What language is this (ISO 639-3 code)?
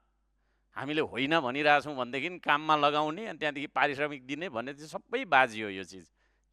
nep